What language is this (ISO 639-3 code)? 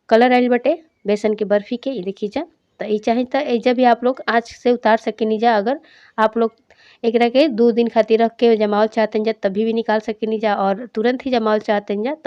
bho